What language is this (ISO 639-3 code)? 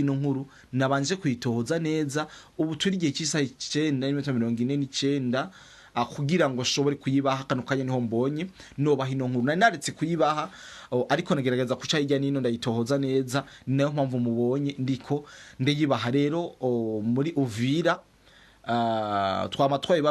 run